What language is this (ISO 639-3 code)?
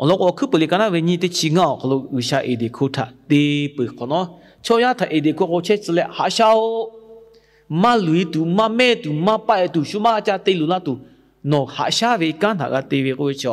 lhu